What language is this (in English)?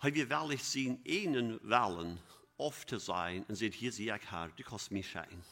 Plautdietsch